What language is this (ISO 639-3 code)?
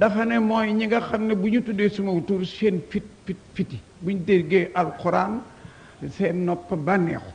wol